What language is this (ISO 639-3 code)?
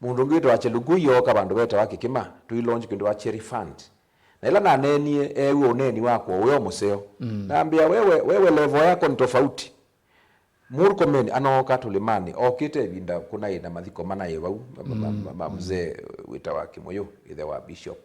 kam